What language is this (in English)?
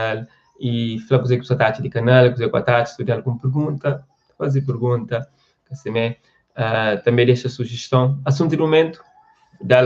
Kabuverdianu